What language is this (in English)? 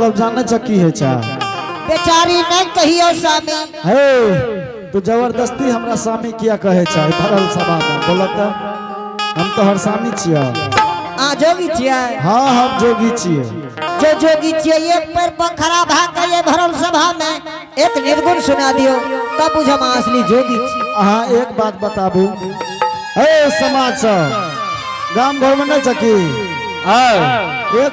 Angika